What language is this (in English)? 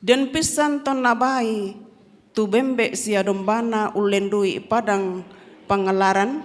Toraja-Sa'dan